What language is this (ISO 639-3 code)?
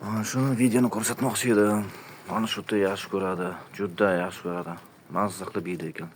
uzb